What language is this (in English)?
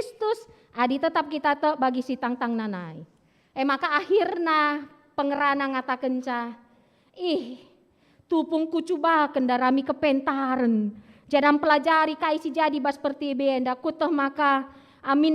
Batak Karo